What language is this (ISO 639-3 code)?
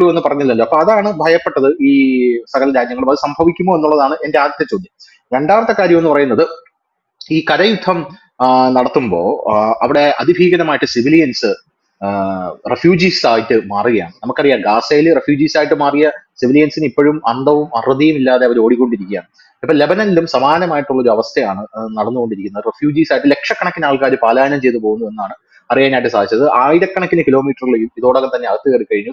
mal